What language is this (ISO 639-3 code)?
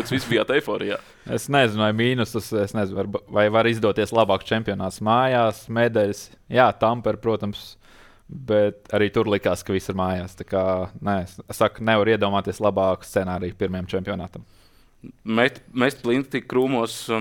lav